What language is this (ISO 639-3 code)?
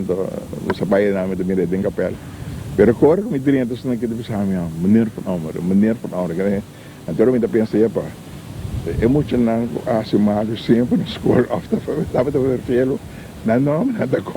pap